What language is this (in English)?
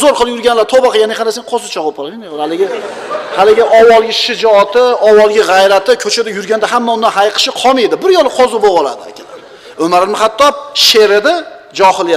Uzbek